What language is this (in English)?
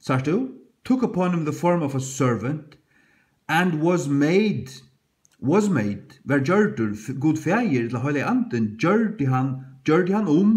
Faroese